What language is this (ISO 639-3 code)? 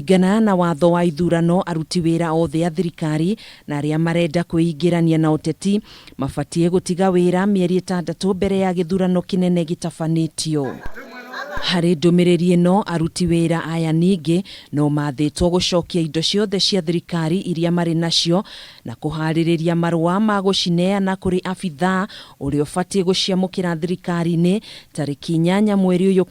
kik